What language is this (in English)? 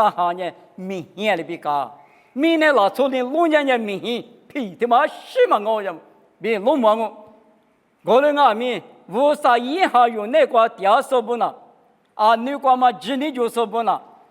Lisu